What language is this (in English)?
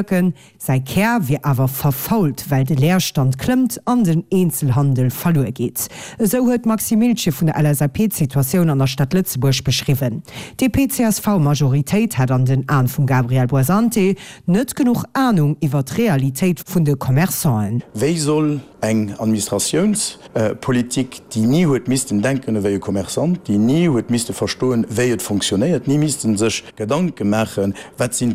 Luxembourgish